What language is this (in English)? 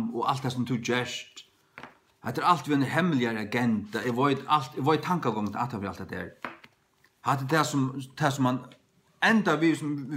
Faroese